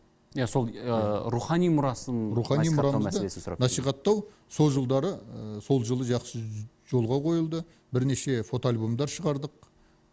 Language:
Kazakh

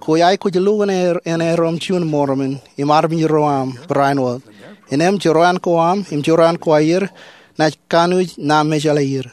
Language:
Marshallese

